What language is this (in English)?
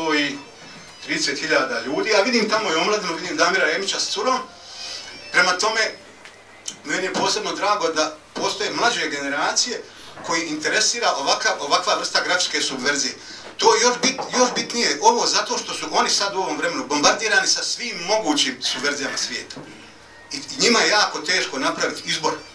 Bosnian